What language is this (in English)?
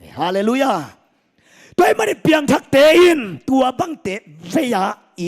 Tedim Chin